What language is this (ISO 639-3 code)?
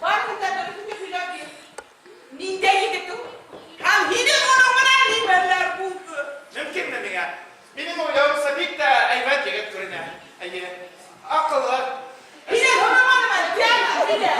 bak